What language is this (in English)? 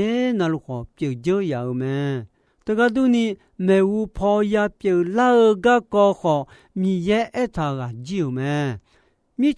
Akha